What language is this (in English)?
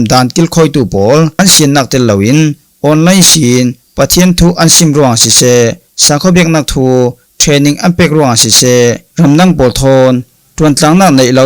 Falam Chin